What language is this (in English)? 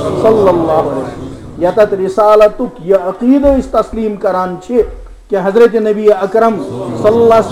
Kashmiri